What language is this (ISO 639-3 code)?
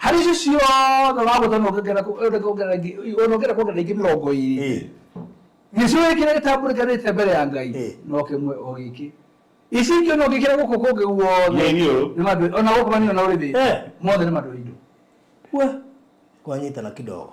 kik